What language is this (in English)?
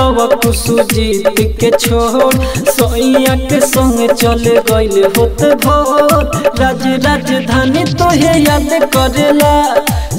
Bhojpuri